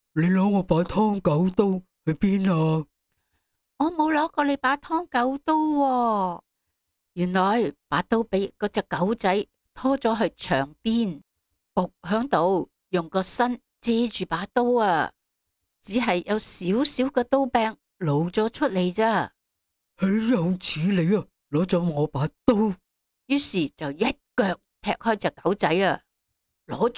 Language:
Cantonese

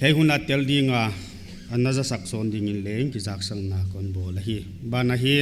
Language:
Paite Chin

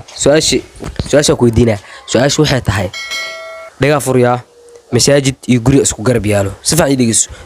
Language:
Somali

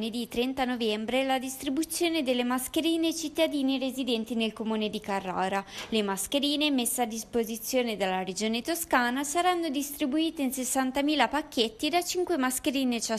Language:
Italian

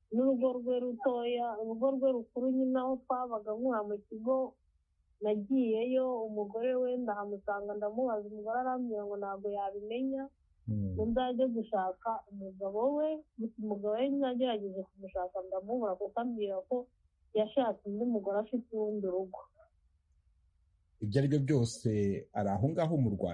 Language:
Kinyarwanda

